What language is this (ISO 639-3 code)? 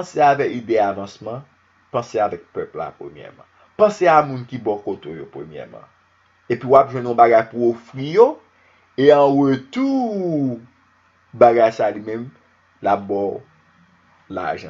hat